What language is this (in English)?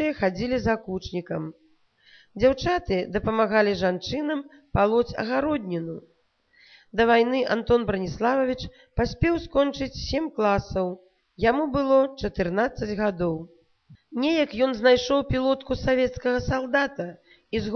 Belarusian